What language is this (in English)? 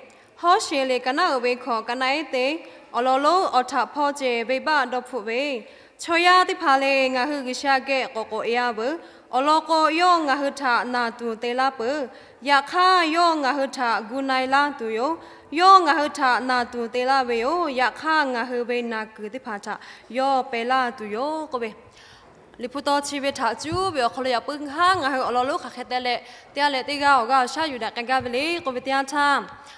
Lahu